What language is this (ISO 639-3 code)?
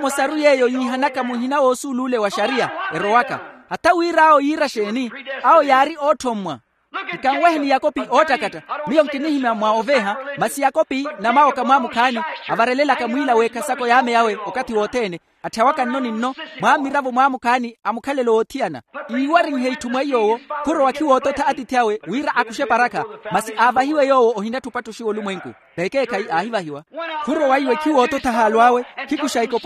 vmw